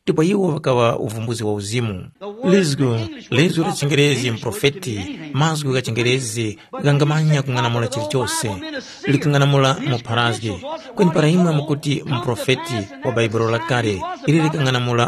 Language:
Tumbuka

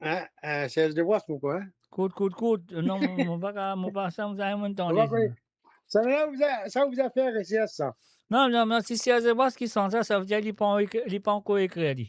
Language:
Morisyen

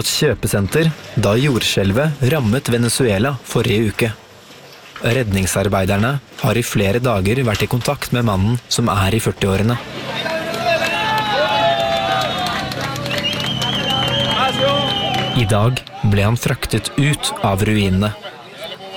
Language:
Norwegian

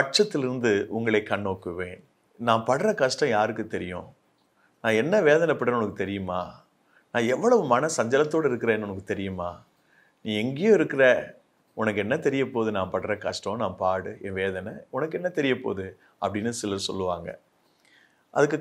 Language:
Tamil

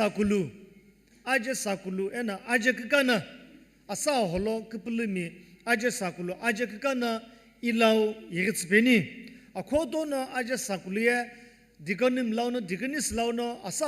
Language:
Sumi Naga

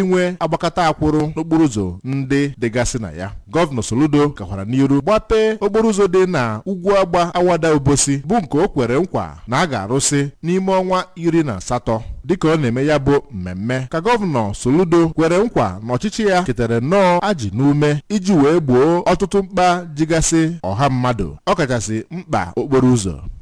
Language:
Igbo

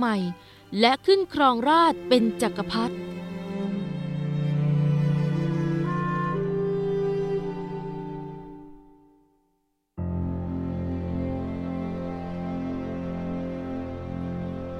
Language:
Thai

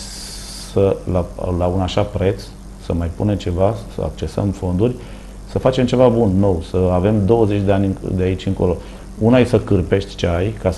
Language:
Romanian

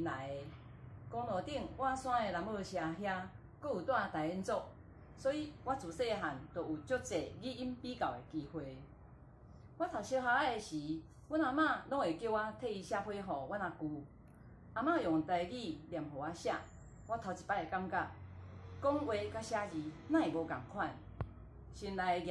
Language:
Min Nan Chinese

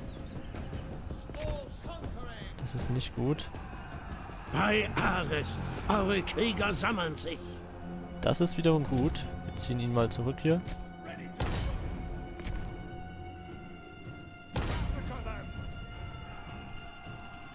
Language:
German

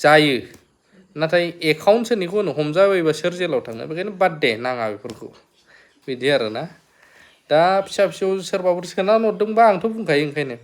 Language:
Bodo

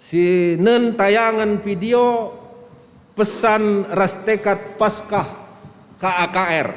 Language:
Batak Karo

